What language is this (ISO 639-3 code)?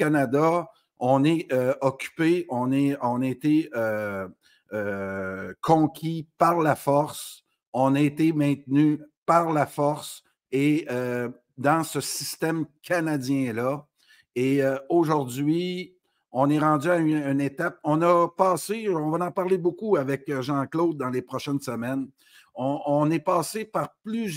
fra